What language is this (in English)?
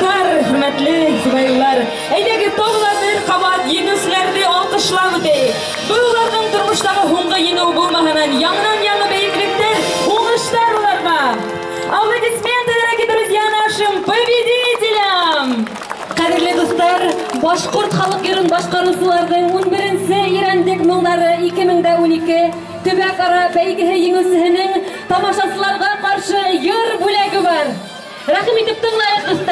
Bashkir